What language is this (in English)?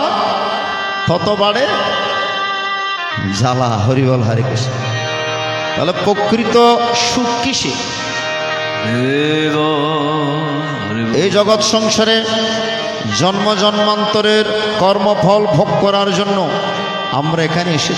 Bangla